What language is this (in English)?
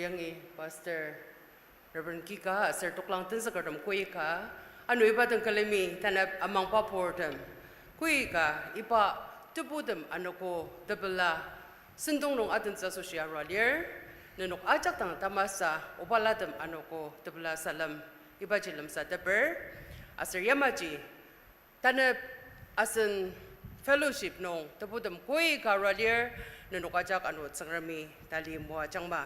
Ao Naga